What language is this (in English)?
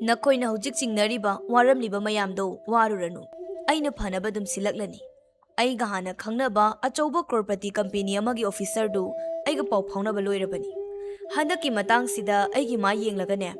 Manipuri